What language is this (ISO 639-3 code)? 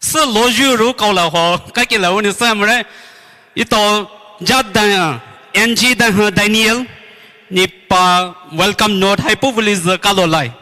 pmx